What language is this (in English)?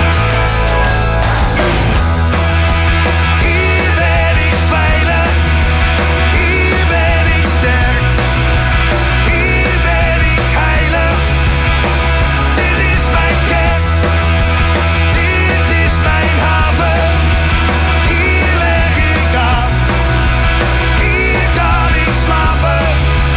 Dutch